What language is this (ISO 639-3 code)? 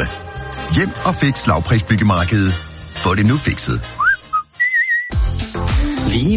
dan